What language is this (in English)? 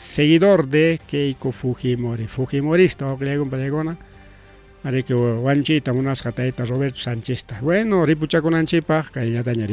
Ayacucho Quechua